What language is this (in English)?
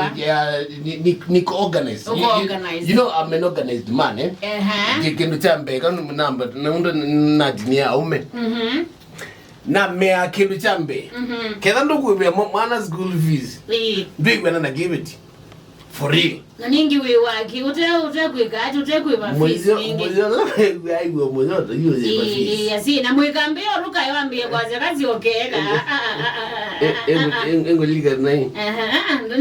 Kamba